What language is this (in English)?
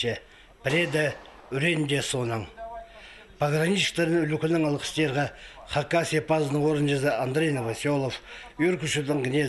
Khakas